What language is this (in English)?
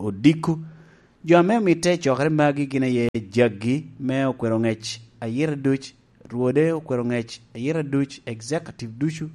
Lango (Uganda)